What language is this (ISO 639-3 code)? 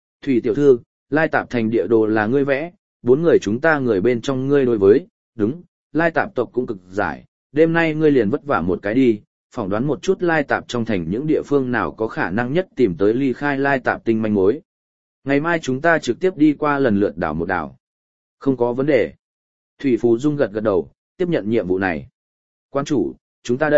vie